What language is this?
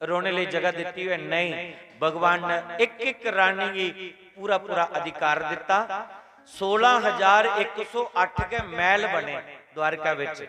Dogri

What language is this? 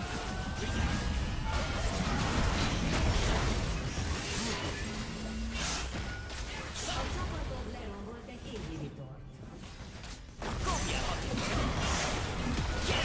Hungarian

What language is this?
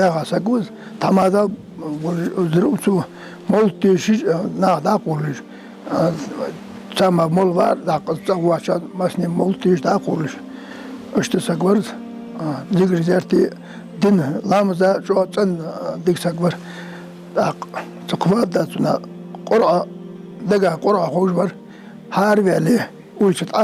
Ingush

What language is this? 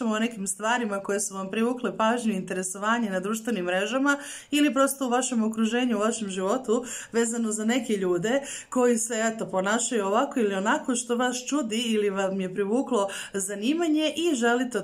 Serbian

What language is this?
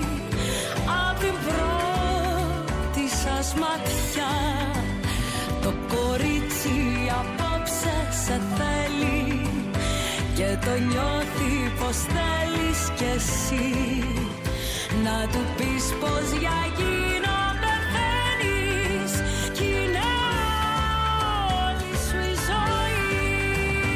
Greek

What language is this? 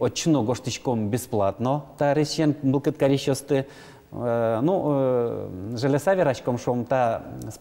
Udmurt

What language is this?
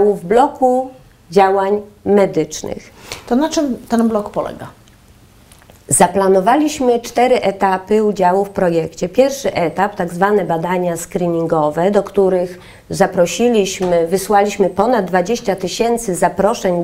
Polish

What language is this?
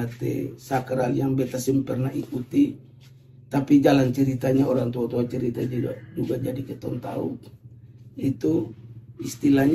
Ambonese Malay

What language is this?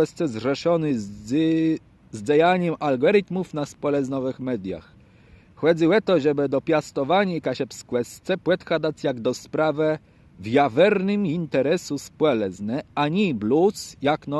Kashubian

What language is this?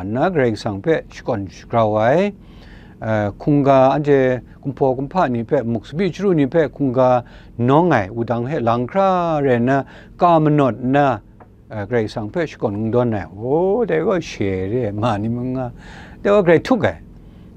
Kachin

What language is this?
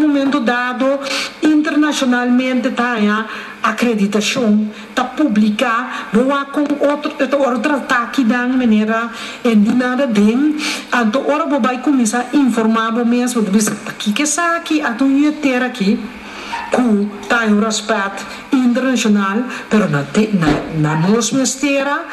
Papiamento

